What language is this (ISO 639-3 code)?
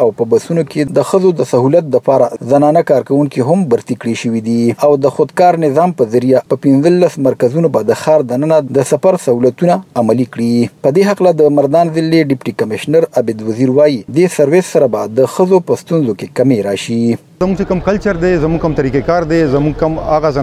pus